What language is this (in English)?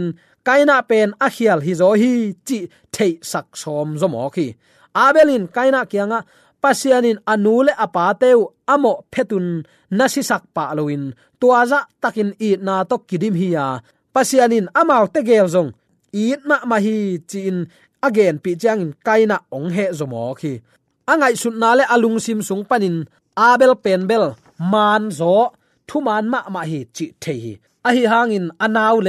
Tedim Chin